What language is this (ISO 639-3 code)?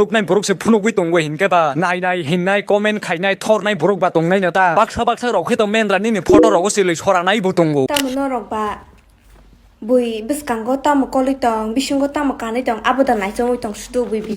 trp